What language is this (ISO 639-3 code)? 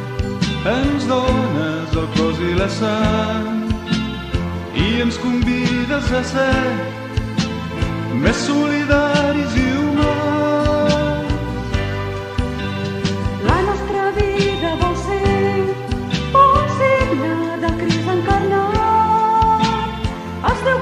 cat